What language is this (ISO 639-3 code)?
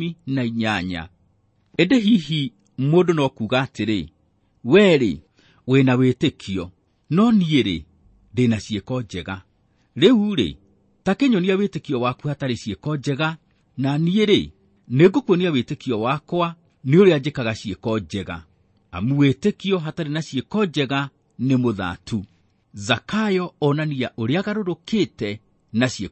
kik